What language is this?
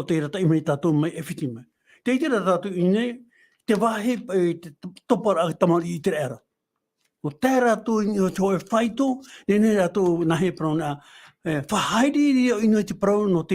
Tahitian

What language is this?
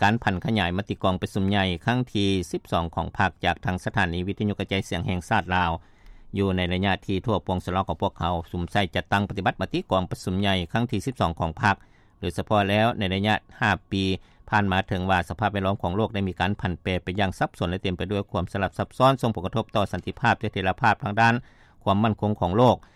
Lao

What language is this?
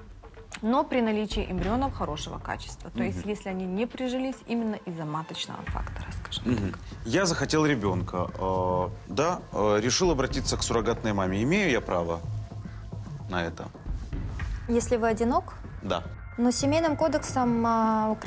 Russian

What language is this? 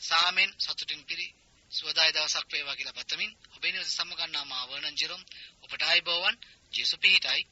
Sinhala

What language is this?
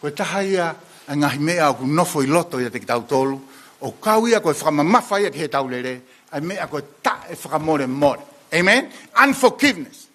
Tongan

